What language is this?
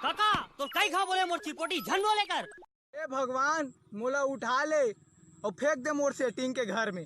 Chhattisgarhi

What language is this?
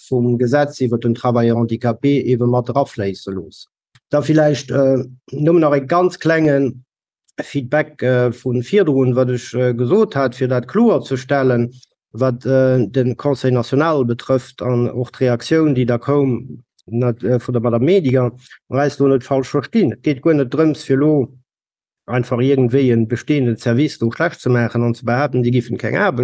Luxembourgish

